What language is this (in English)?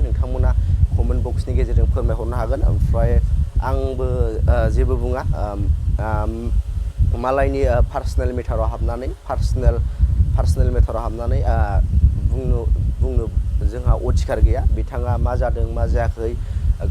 Bodo